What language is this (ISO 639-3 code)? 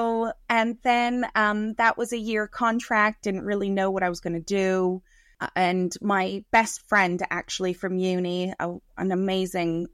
eng